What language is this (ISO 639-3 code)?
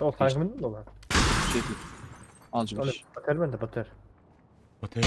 kaa